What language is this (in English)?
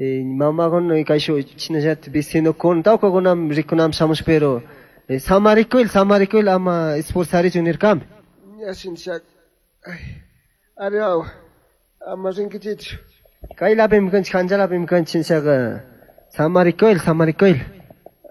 Chimborazo Highland Quichua